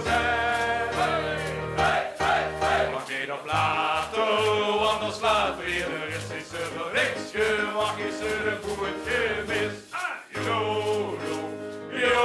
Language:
Limburgish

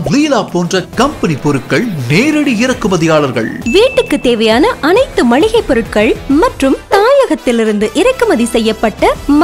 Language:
Tamil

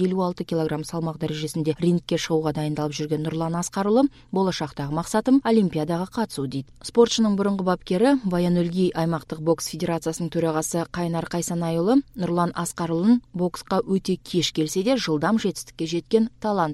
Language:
Kazakh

